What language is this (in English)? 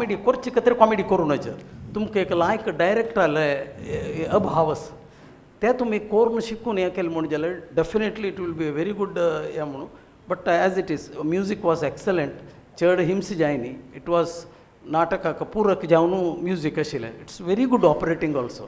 Konkani